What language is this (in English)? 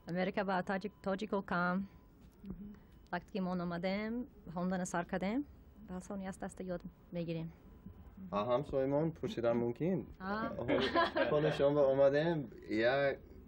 Tajik